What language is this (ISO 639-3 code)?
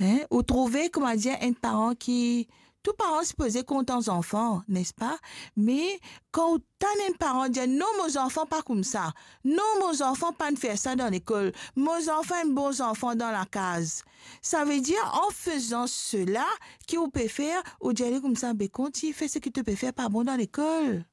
mfe